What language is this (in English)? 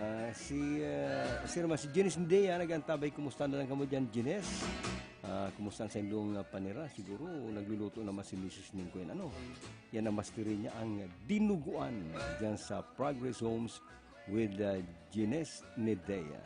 Bikol